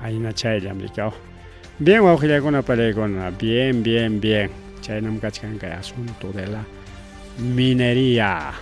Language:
Ayacucho Quechua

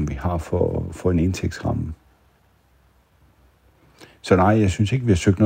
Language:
Danish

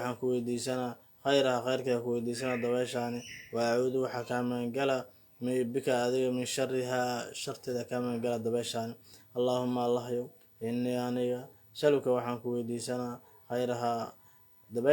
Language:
Somali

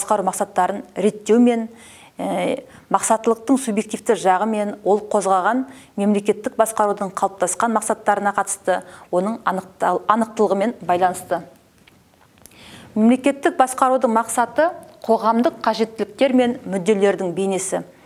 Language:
Kazakh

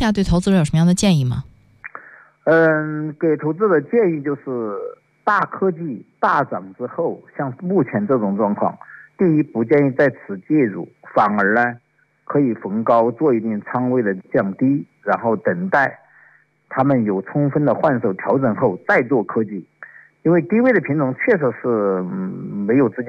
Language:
Chinese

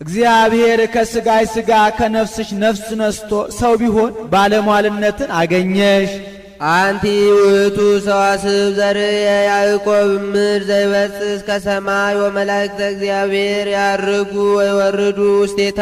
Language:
Amharic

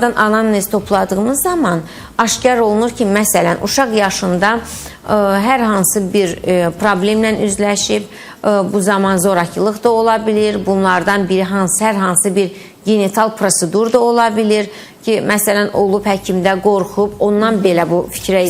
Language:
Azerbaijani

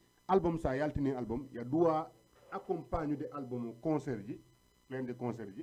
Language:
Fula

